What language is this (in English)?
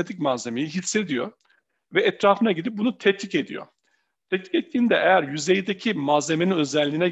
Turkish